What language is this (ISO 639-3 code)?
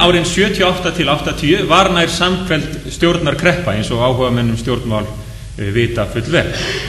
isl